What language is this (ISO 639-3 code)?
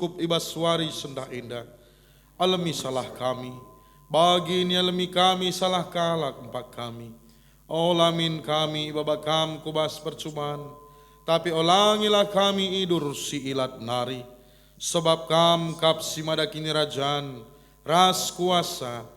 btx